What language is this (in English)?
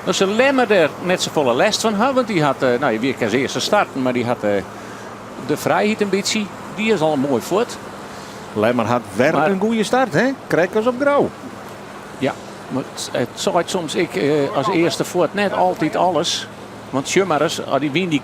Western Frisian